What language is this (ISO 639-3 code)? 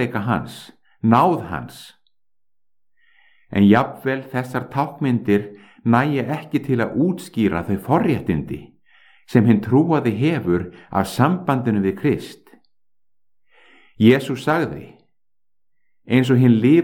isl